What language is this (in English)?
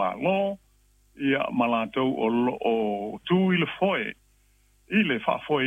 Samoan